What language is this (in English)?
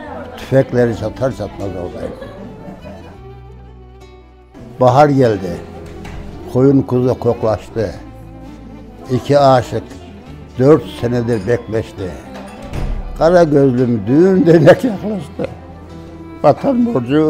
Turkish